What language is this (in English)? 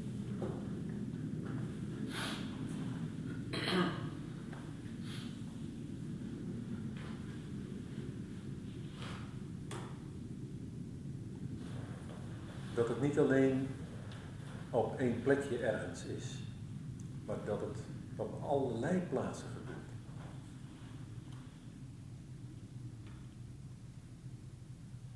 Dutch